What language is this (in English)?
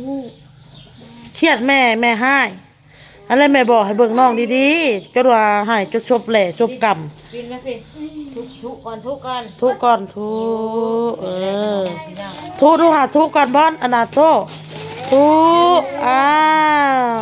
Northeastern Thai